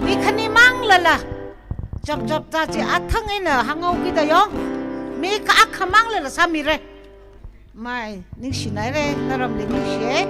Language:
Tangkhul Naga (India)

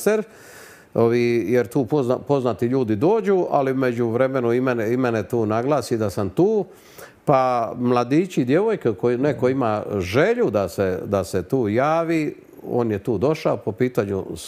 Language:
Croatian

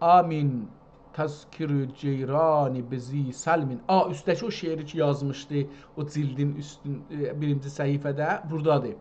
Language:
South Azerbaijani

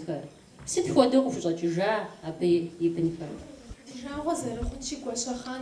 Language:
Kabardian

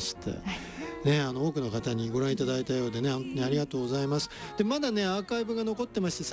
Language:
Japanese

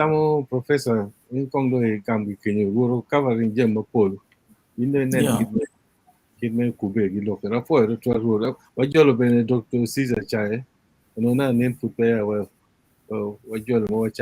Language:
Acoli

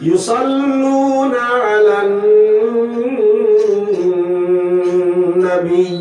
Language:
Sylheti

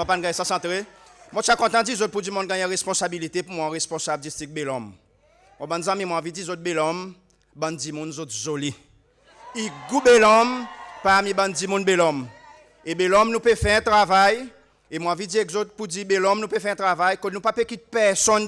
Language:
Seselwa Creole French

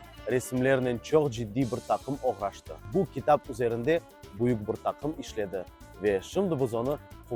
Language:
Crimean Tatar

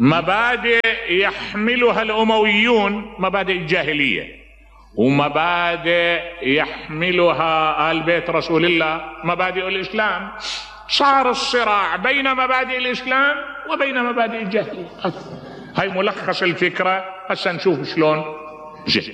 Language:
Mesopotamian Arabic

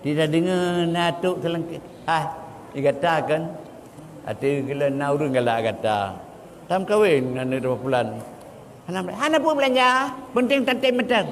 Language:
Achinese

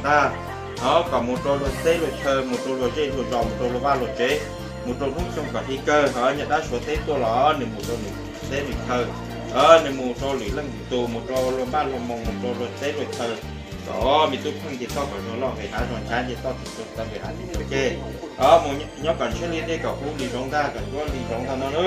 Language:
Hmong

